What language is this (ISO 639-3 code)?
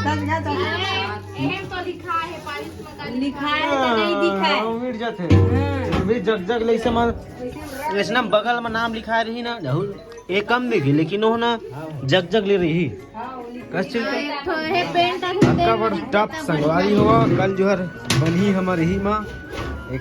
hne